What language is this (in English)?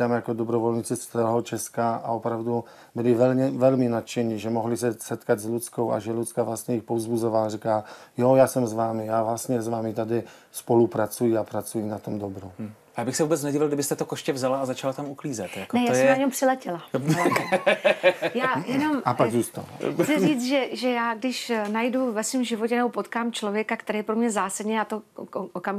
Czech